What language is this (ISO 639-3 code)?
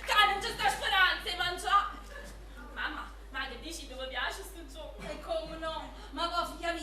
nap